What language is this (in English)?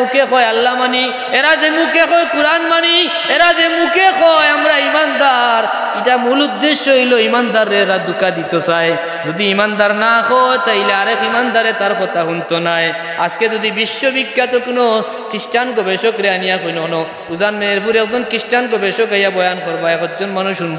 Sylheti